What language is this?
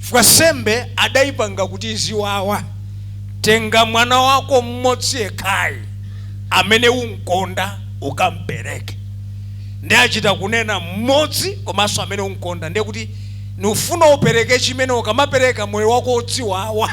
Nyanja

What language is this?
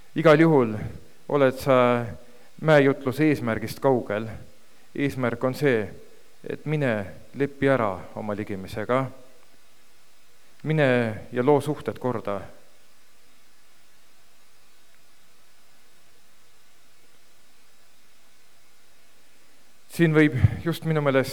Estonian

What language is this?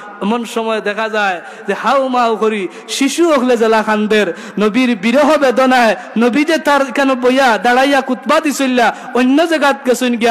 Sylheti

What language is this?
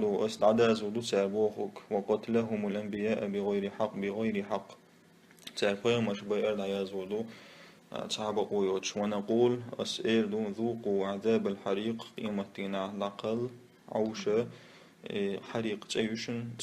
Chechen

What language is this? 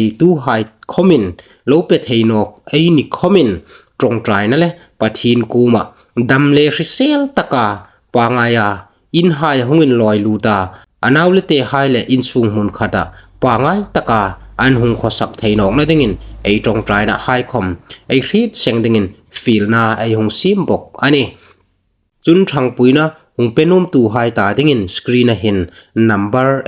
Hmar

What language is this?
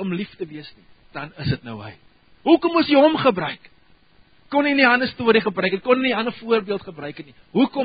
Afrikaans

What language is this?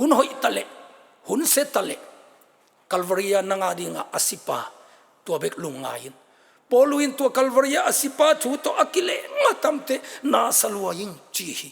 Tedim Chin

